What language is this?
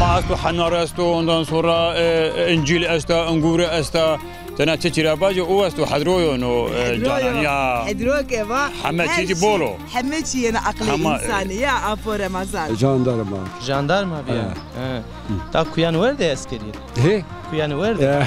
Zaza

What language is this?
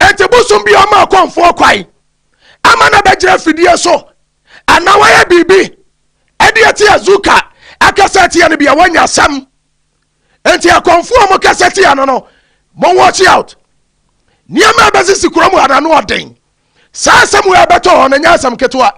Akan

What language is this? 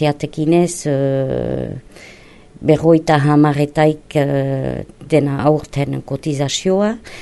Basque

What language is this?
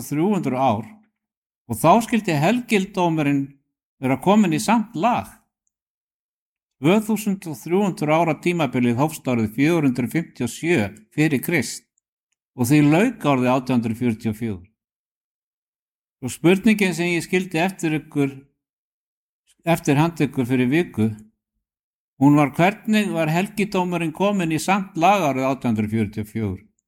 Icelandic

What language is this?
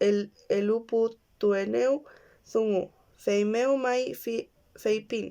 Mapuche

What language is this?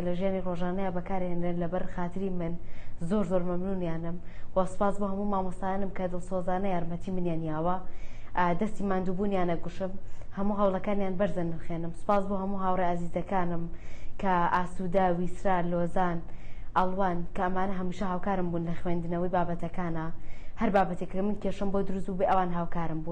Central Kurdish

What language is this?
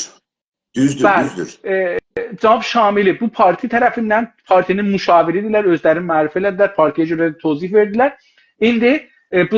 South Azerbaijani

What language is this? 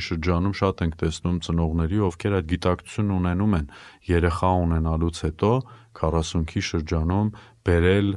Armenian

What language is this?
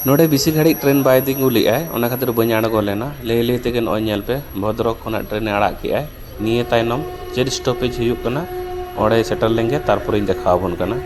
Santali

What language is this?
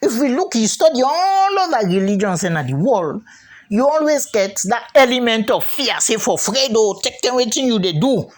Krio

